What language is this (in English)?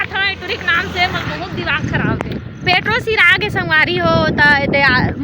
Chhattisgarhi